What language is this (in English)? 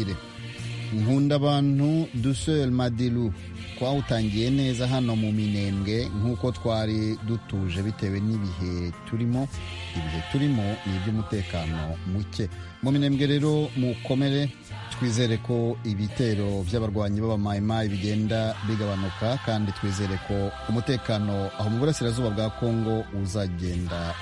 Kinyarwanda